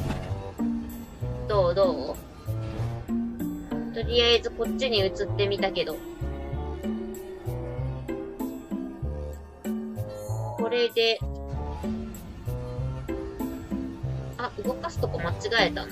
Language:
Japanese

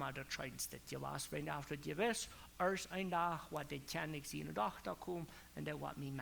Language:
Plautdietsch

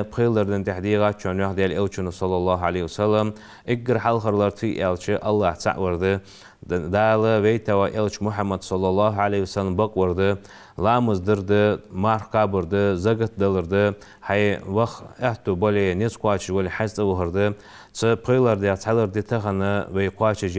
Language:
Ingush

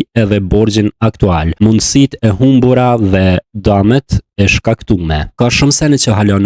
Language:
Albanian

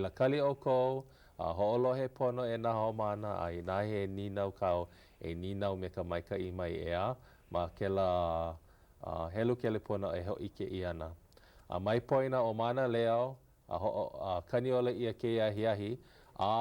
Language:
Hawaiian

